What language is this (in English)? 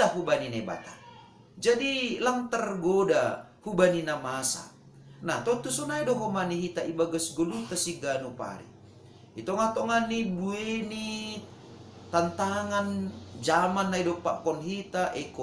Batak Simalungun